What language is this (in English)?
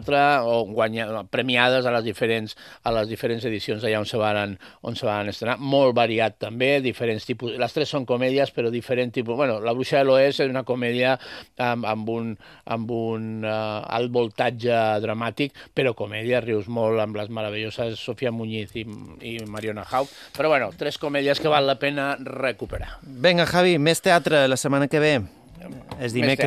Catalan